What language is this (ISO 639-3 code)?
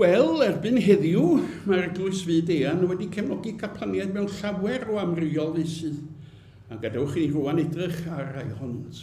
cym